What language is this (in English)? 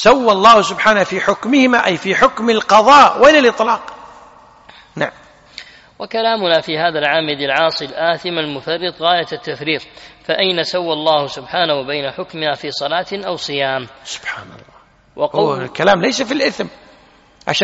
Arabic